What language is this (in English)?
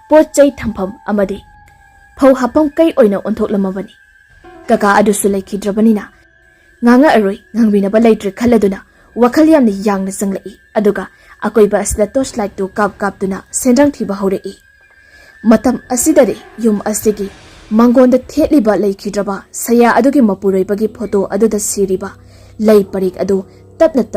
Manipuri